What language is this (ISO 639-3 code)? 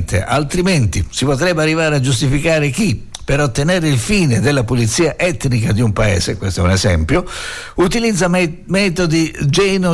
ita